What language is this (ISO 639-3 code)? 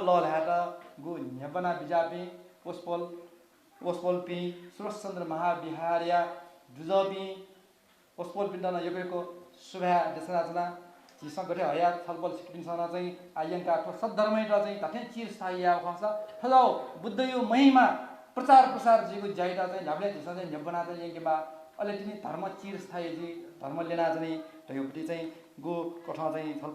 new